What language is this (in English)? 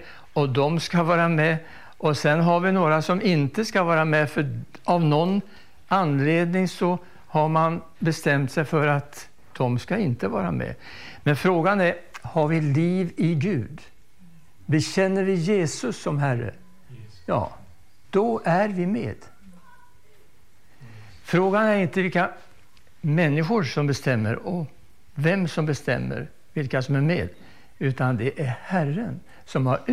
Swedish